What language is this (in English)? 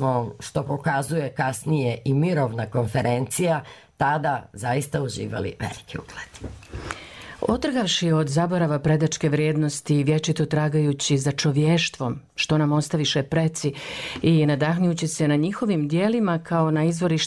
Serbian